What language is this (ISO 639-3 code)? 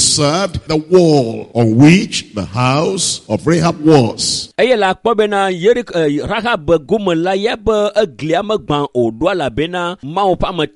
ewe